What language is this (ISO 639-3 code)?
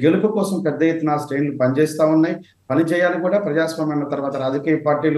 tel